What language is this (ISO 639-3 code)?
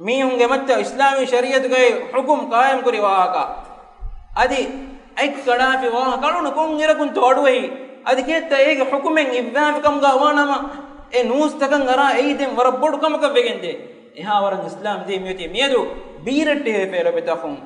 div